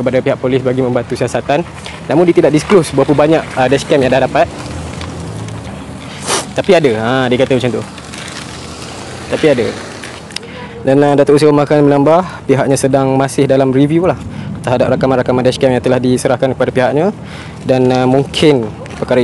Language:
Malay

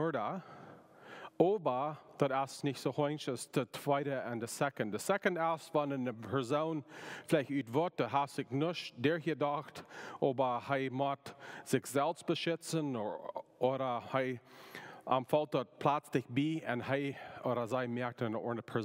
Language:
Plautdietsch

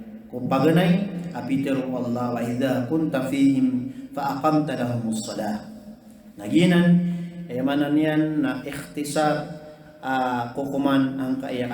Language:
Maranao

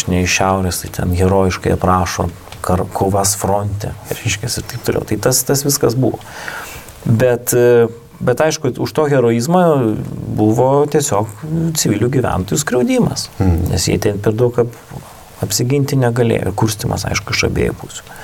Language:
Lithuanian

